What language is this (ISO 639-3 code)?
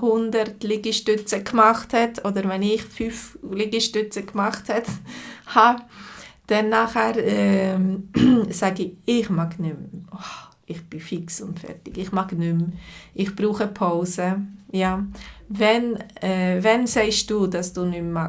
gsw